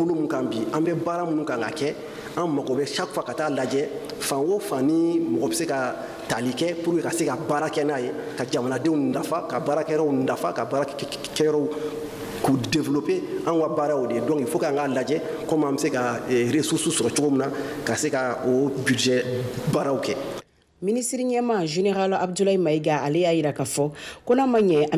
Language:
Bambara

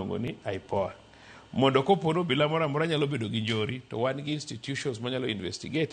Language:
Luo (Kenya and Tanzania)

